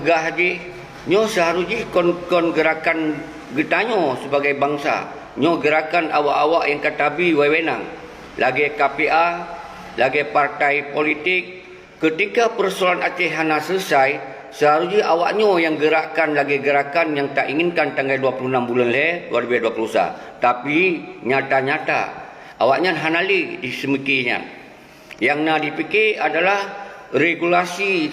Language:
Achinese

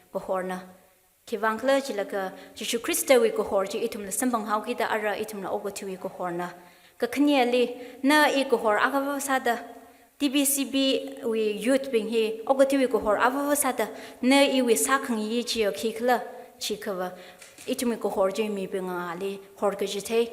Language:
Tangkhul Naga (India)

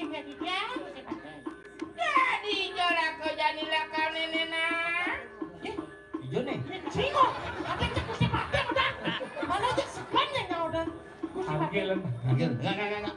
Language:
Balinese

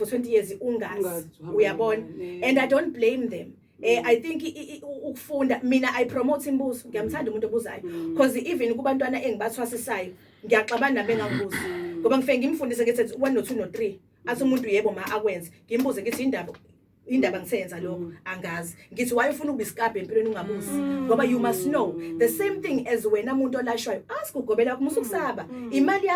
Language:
Zulu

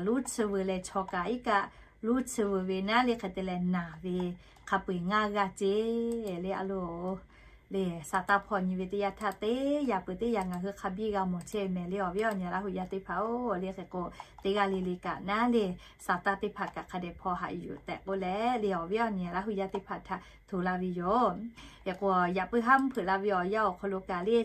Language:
Lahu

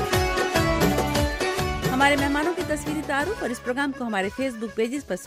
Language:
Urdu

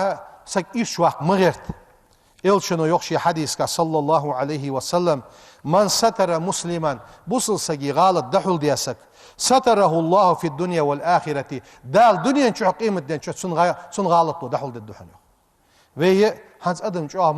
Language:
Ingush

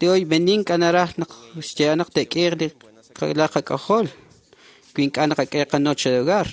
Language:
Kekchí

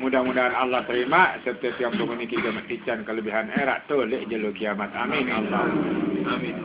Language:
Sasak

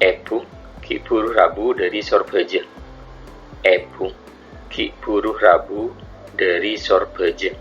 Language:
Madurese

